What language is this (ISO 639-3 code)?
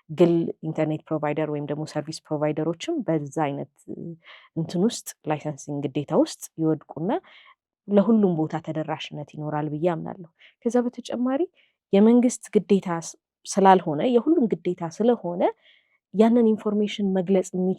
amh